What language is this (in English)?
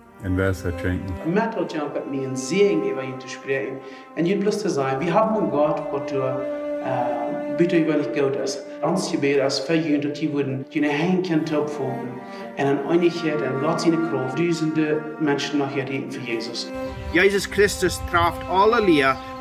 Plautdietsch